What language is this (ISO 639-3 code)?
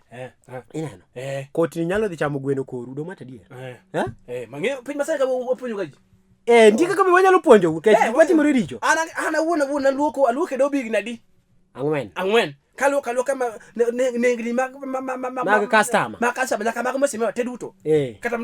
luo